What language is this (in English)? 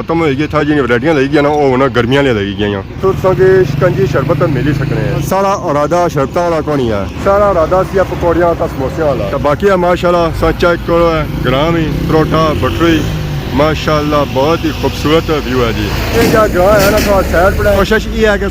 Pahari-Potwari